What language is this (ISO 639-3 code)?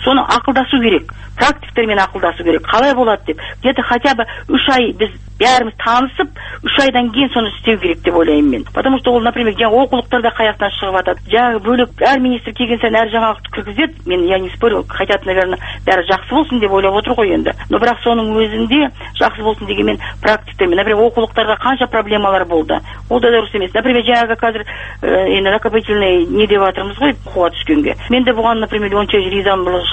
kaz